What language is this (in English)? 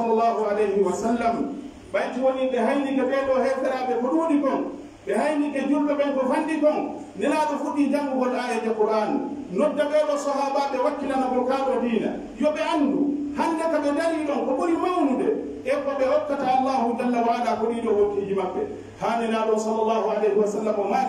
Pular